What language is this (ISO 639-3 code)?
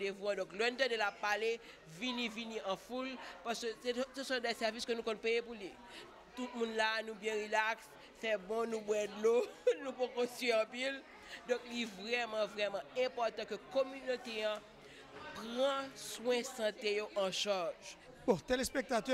hat